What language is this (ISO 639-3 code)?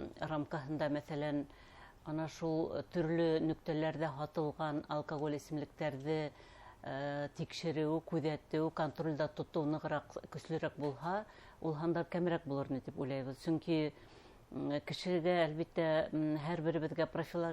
bak